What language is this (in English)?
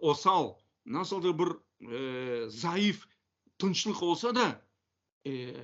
Crimean Tatar